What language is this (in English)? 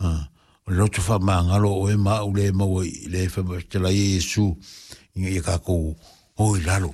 Samoan